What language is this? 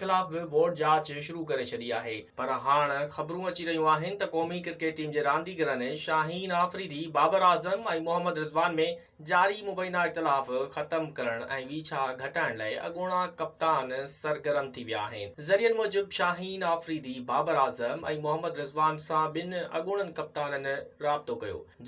Sindhi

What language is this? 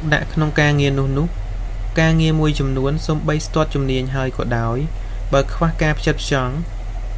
Khmer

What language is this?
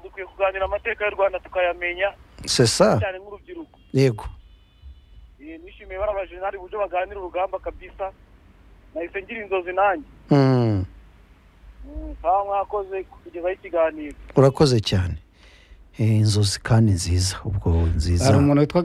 Kinyarwanda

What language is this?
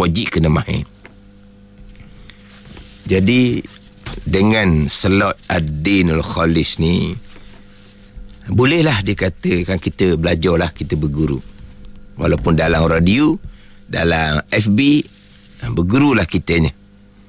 Malay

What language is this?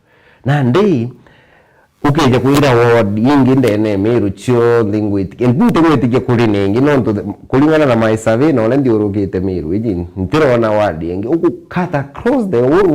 Meru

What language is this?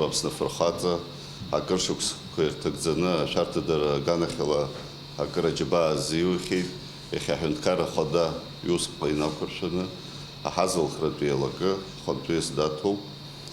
Abkhazian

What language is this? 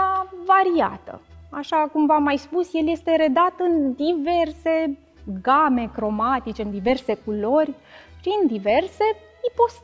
Romanian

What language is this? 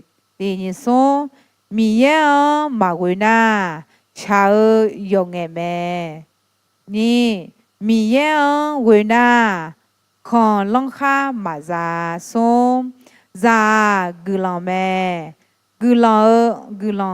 Akha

